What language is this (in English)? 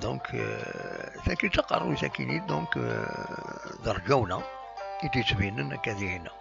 Kabyle